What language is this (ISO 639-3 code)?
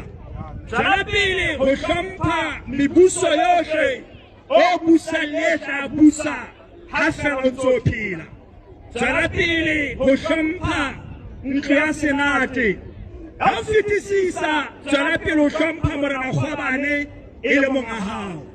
sot